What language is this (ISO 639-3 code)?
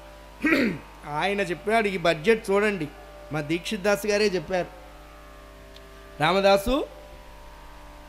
tel